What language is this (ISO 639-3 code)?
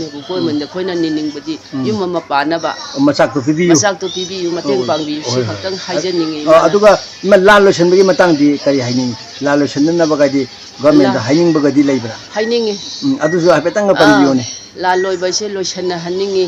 mni